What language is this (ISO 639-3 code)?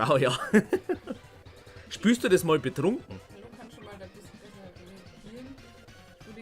bar